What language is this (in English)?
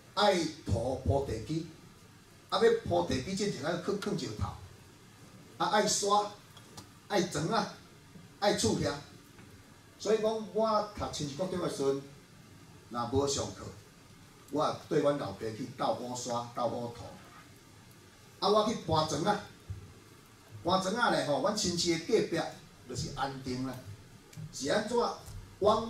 Min Nan Chinese